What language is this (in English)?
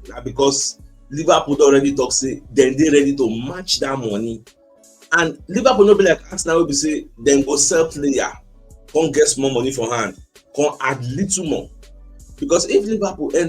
Nigerian Pidgin